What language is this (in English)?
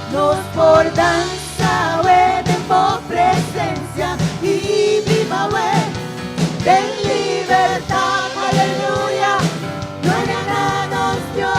Papiamento